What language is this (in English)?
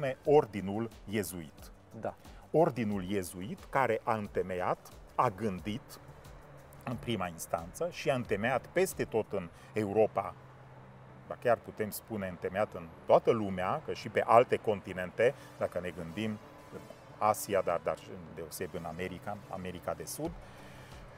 Romanian